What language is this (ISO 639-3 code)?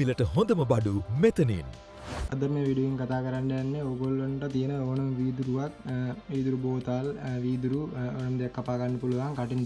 sin